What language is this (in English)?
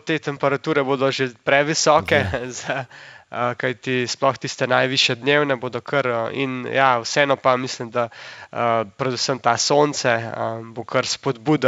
Slovenian